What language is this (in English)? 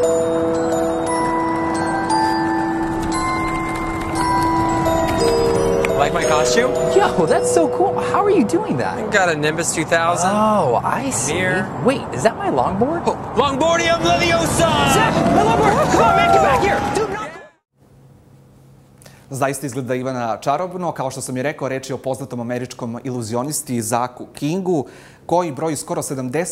Serbian